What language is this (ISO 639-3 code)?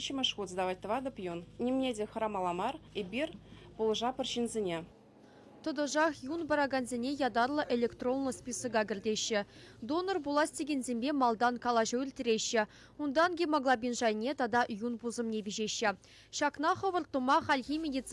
chv